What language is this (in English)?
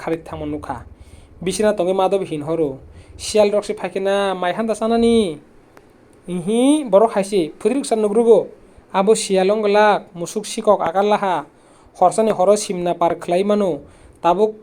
Kok Borok